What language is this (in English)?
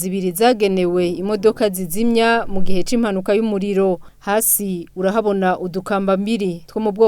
Rundi